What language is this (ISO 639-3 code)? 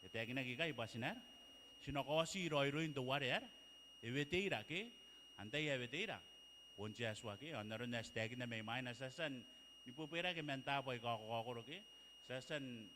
gil